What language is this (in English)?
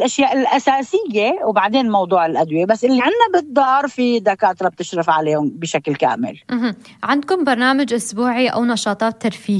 North Levantine Arabic